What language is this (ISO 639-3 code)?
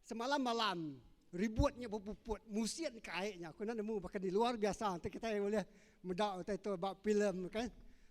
iba